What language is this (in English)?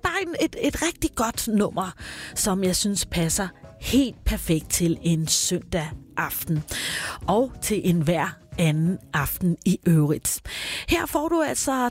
Danish